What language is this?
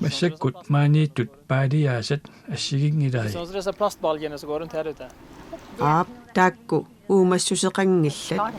Kalaallisut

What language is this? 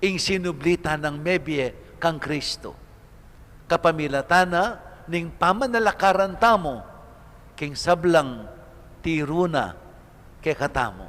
Pampanga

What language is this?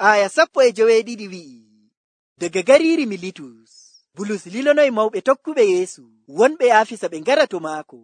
Nigerian Fulfulde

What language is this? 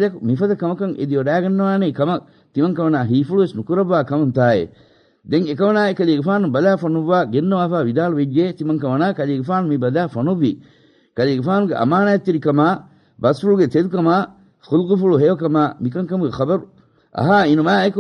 Divehi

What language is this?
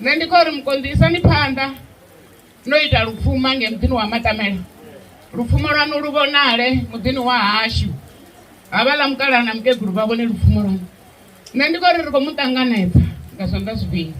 Venda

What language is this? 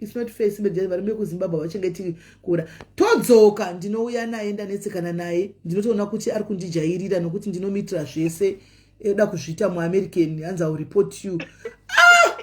Shona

